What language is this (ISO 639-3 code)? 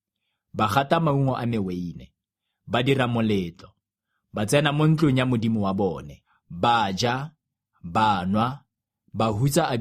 tsn